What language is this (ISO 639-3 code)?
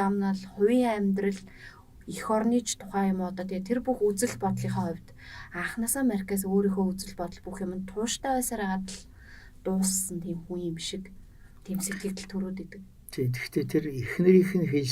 mon